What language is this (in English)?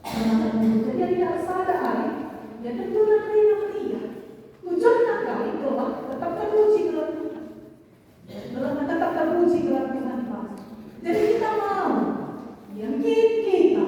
Batak Karo